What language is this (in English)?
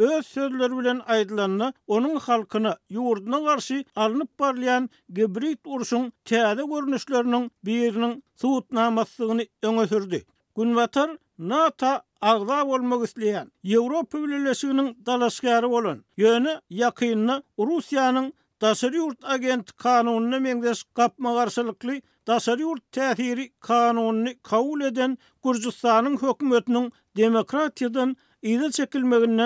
Turkmen